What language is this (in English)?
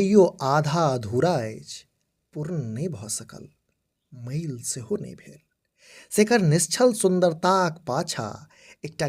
Maithili